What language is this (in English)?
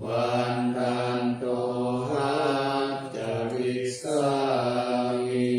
Pali